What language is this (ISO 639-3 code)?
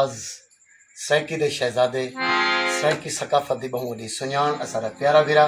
skr